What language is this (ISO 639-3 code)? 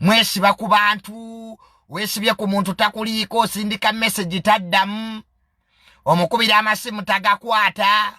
lug